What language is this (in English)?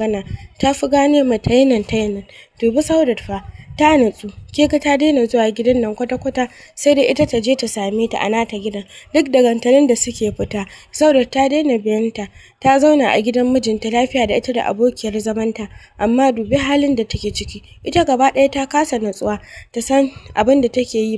Hausa